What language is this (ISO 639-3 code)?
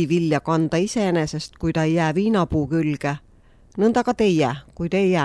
est